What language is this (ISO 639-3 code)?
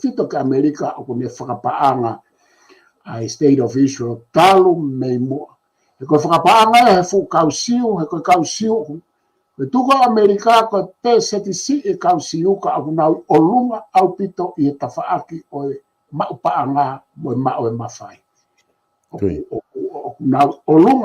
ton